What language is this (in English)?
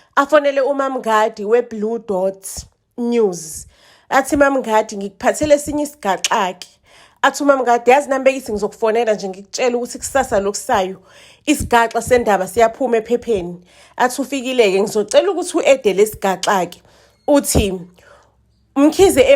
Zulu